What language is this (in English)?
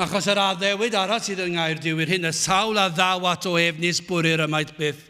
Welsh